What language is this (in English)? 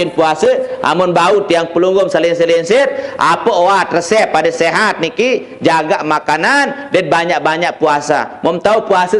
Sasak